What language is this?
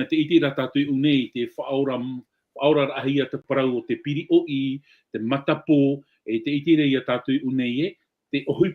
Tahitian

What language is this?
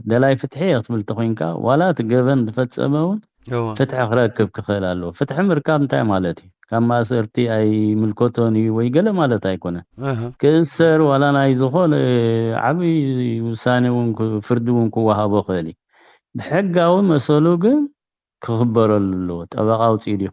Tigrinya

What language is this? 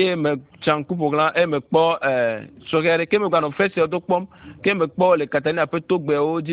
Ewe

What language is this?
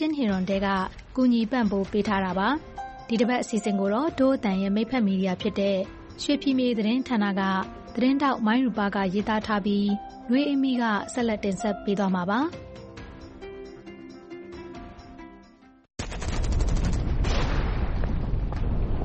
Burmese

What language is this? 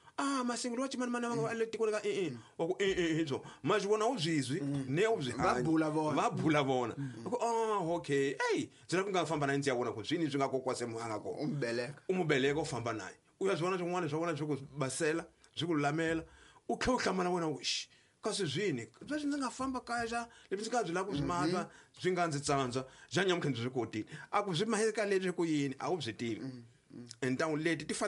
Tsonga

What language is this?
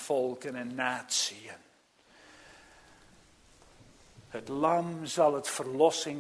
Dutch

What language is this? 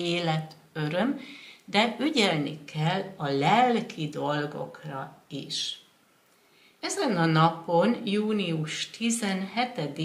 Hungarian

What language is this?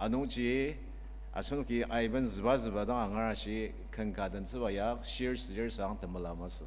Ao Naga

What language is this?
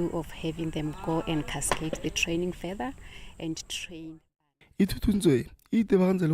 Tswana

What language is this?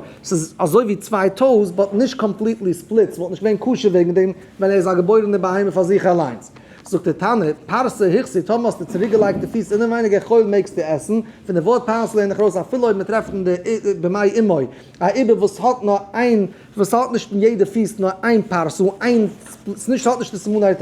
Yiddish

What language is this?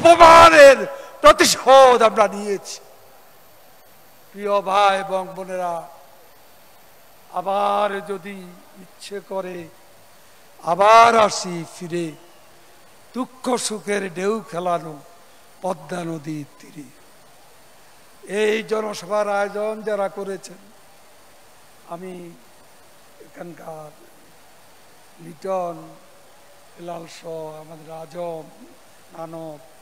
Bangla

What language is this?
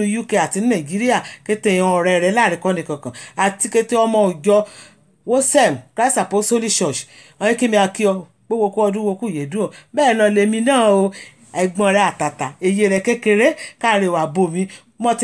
Yoruba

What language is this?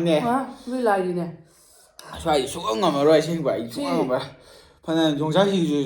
Manipuri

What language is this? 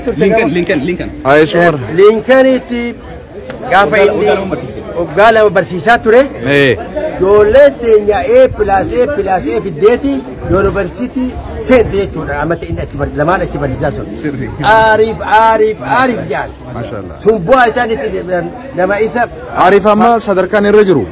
Oromo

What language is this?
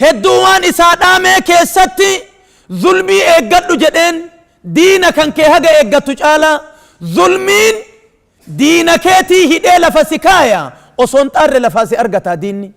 Oromo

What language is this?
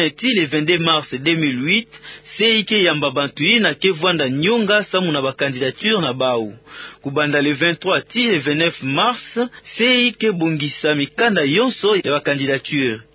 Kituba (Democratic Republic of Congo)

